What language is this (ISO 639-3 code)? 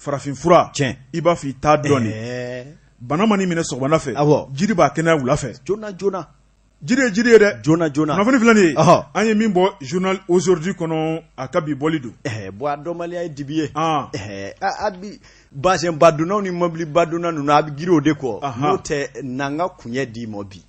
bam